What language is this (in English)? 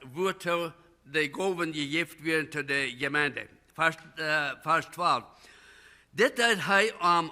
Plautdietsch